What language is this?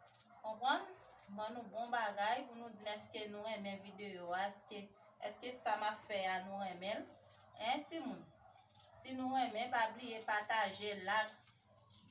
Haitian Creole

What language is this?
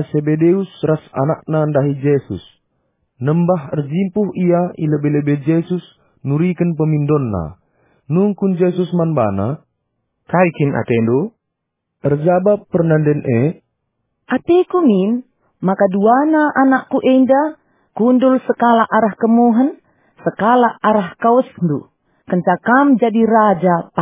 Batak Karo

